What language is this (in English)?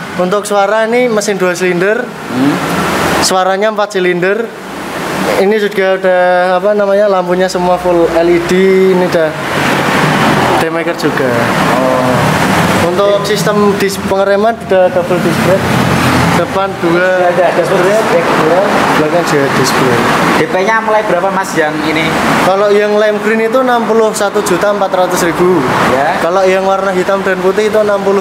Indonesian